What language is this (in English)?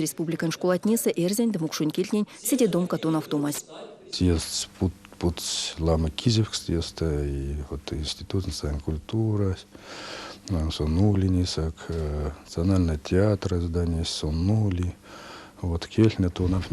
Erzya